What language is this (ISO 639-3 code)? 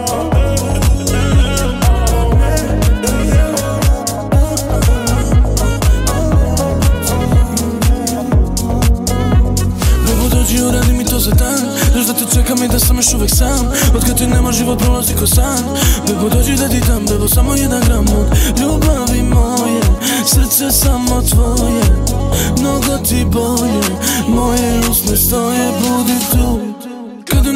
srp